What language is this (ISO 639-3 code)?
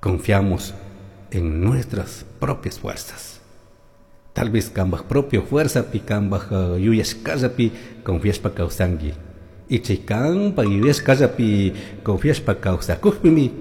qug